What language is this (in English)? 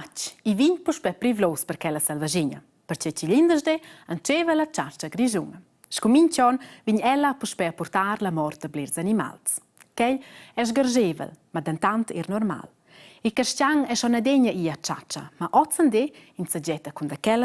Romansh